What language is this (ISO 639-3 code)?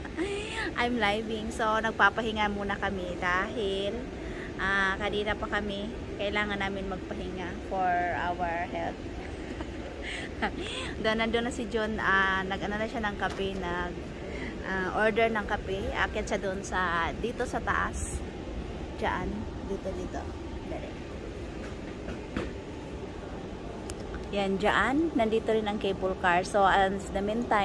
fil